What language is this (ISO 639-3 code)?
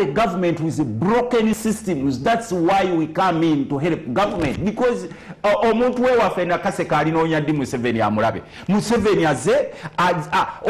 lug